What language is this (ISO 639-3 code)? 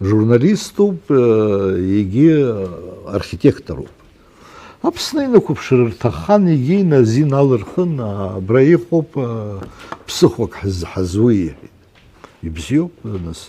abk